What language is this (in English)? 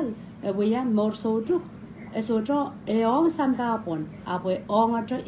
Pohnpeian